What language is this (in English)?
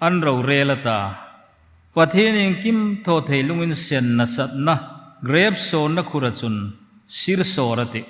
Hmar